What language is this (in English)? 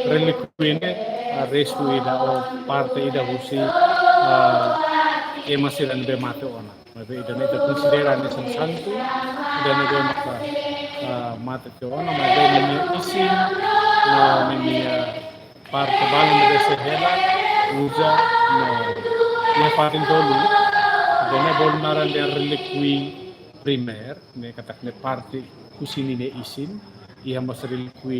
Tetum